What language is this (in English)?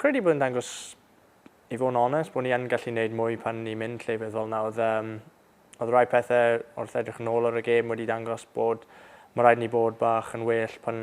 Welsh